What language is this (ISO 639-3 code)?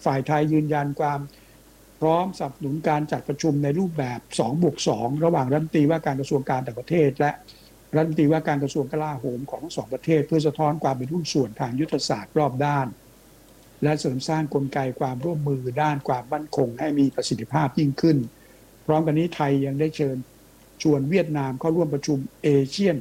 tha